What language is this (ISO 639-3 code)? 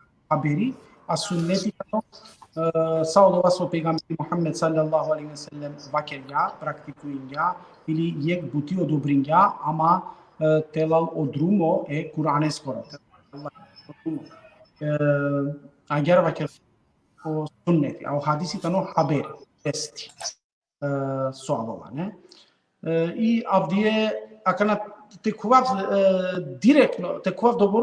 rmn